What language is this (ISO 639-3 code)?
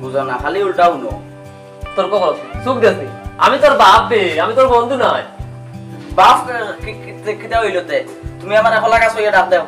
syl